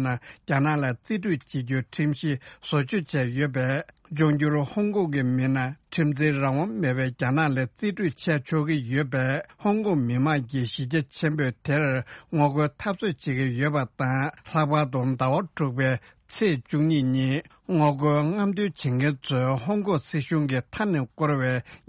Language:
Tibetan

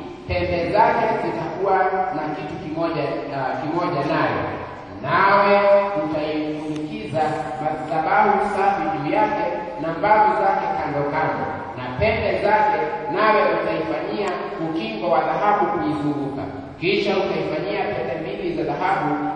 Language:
Swahili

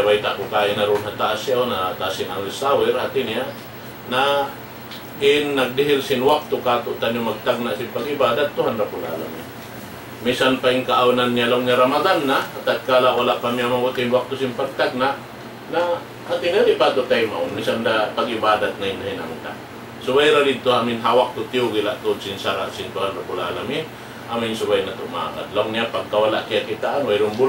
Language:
Tausug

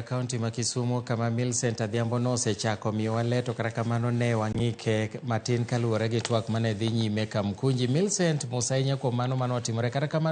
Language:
Luo (Kenya and Tanzania)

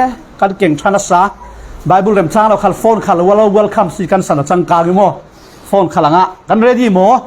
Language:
Falam Chin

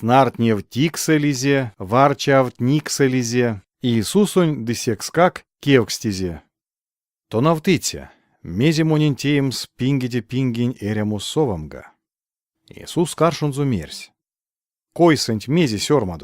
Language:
Erzya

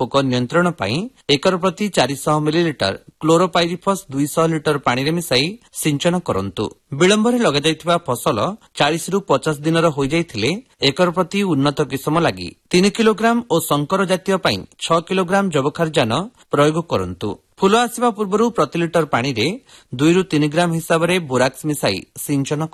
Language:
Odia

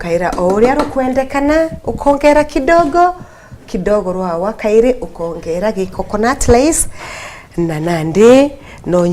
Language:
Meru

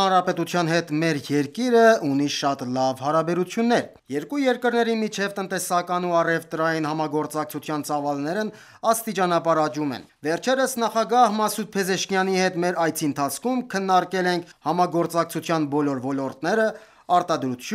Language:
Armenian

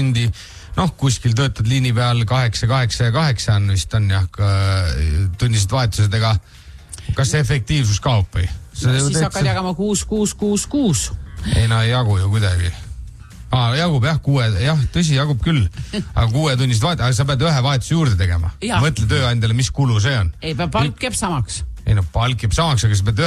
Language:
Estonian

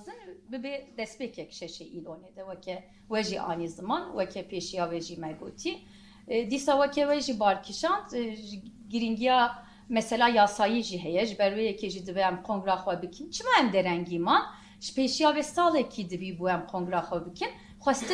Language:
Kurdish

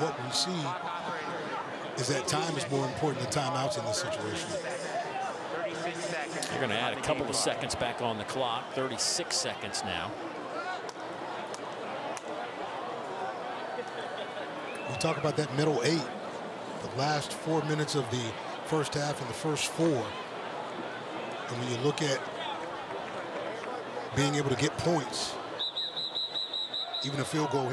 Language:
English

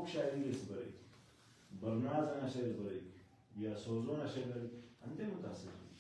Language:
Brahui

